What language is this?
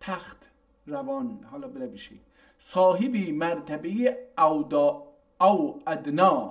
South Azerbaijani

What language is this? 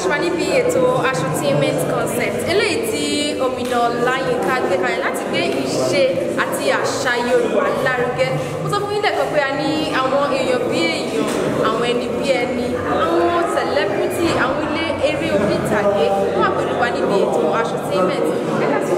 Yoruba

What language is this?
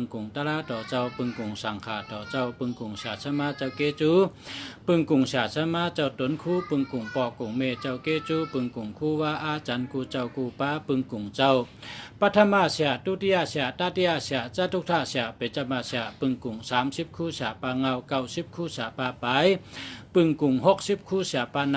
Shan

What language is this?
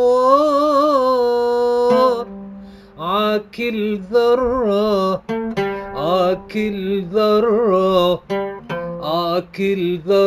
Arabic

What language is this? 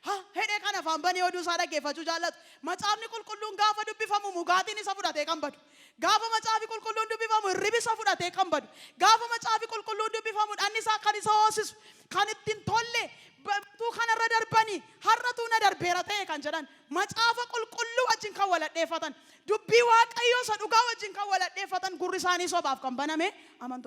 Oromo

